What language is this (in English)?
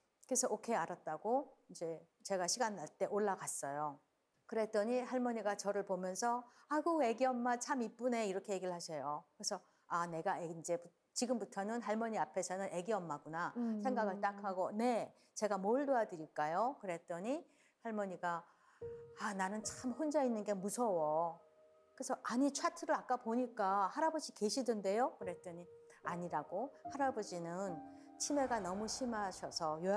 Korean